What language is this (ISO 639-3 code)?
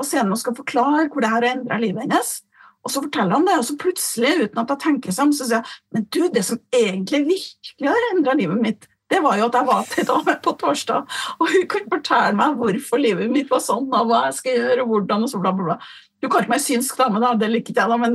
nor